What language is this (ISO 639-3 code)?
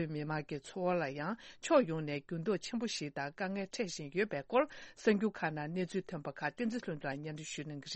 bod